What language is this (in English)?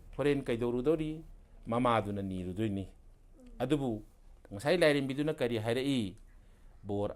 Manipuri